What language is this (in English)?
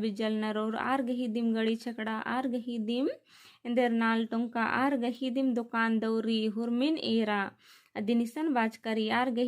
Kurukh